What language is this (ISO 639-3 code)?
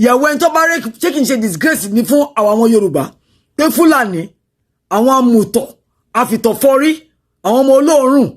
yor